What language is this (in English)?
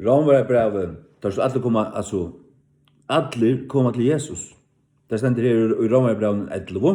Faroese